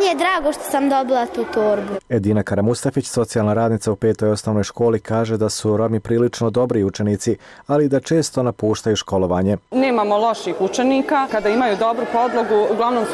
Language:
Bosnian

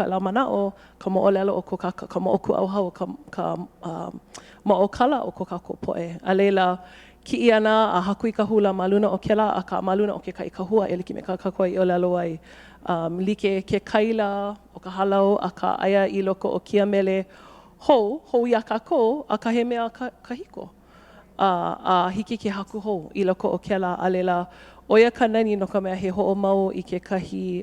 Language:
Hawaiian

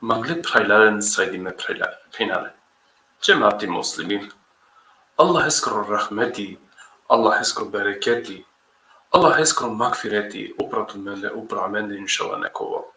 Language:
Balkan Romani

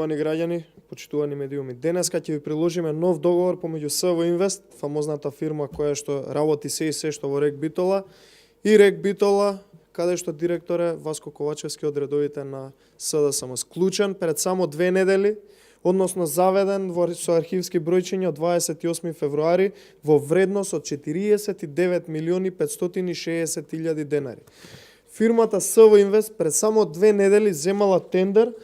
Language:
Macedonian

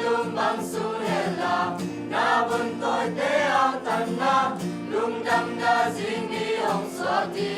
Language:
Tedim Chin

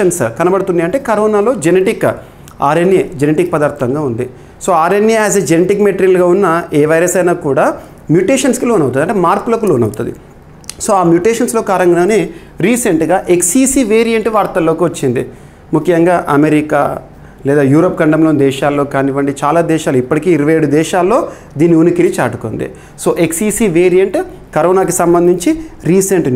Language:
Telugu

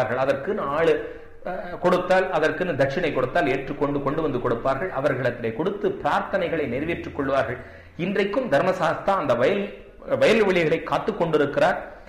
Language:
Tamil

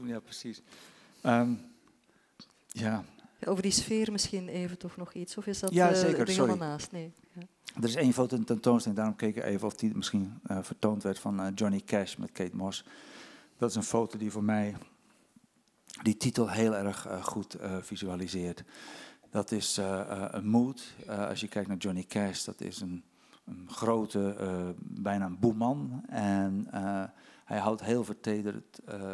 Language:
Dutch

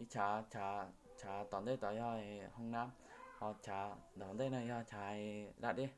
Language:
Hmong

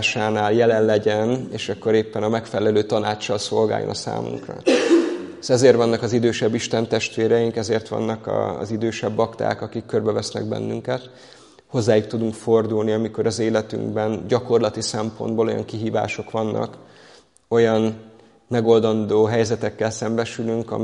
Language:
Hungarian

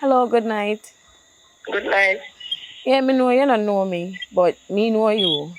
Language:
Jamaican Creole English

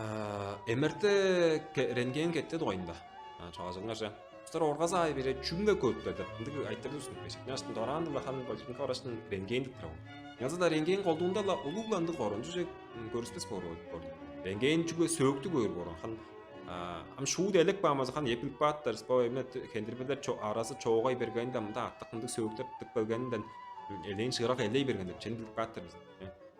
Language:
Tuvinian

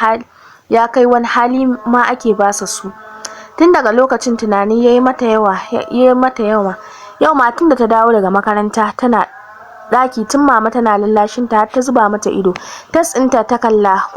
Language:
Hausa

